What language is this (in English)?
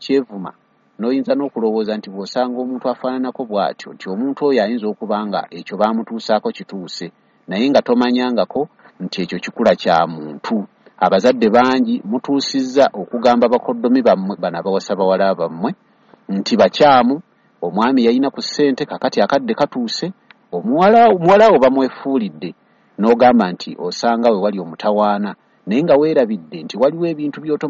Ganda